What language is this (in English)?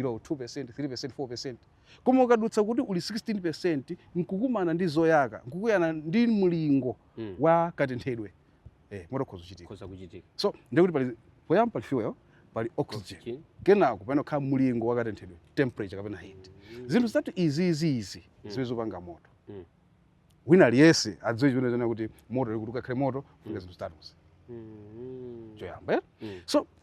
Nyanja